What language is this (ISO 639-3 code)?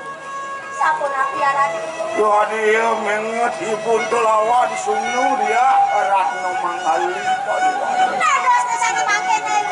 ban